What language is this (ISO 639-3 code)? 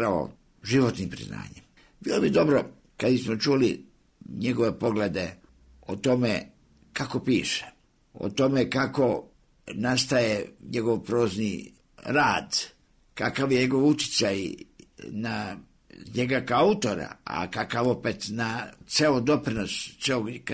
srp